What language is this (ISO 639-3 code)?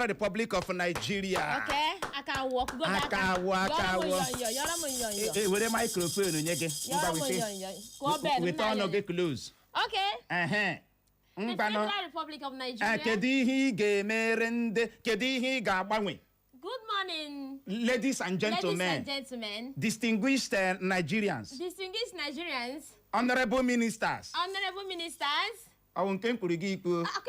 ibo